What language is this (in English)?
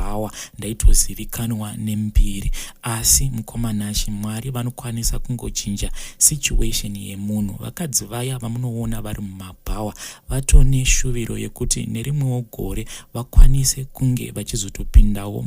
Shona